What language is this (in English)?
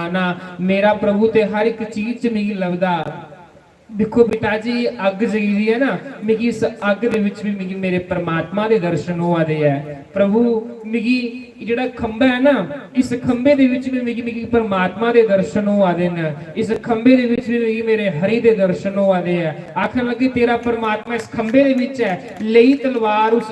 Dogri